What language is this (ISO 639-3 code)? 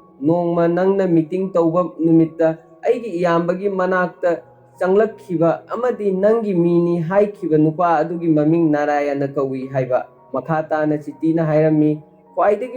mni